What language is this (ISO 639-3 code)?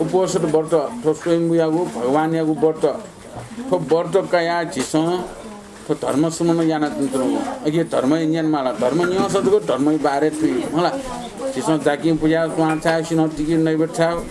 new